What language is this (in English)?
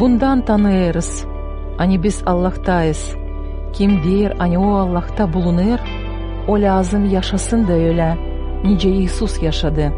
Gagauz